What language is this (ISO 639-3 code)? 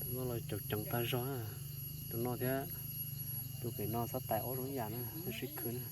hmn